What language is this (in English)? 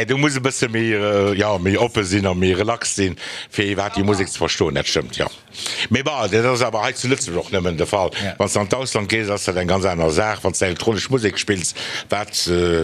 Luxembourgish